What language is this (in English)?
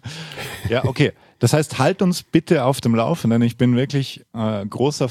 German